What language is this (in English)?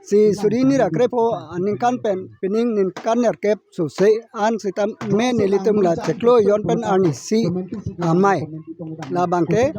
Karbi